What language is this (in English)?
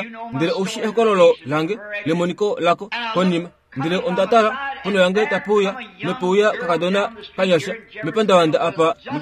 Kuanyama